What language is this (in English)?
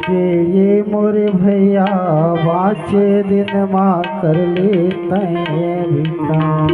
Chhattisgarhi